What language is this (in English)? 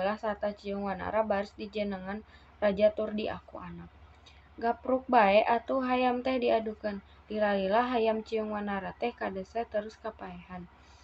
Sundanese